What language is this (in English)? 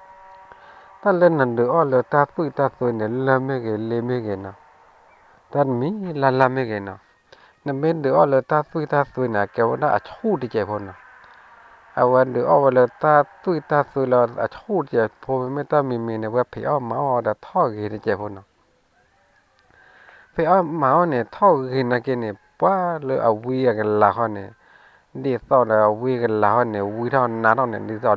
S'gaw Karen